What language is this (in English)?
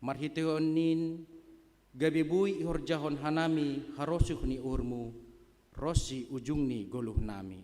Batak Simalungun